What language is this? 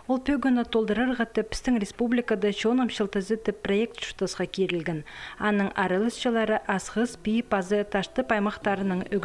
Khakas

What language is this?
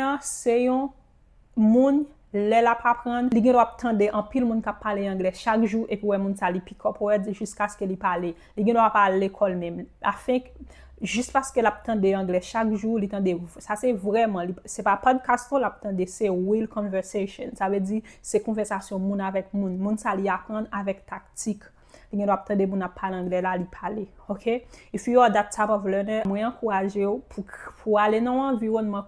Haitian Creole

